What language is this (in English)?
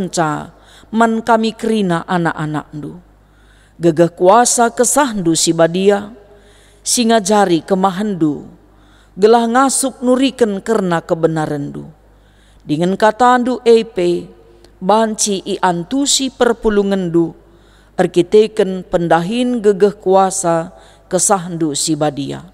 Batak Karo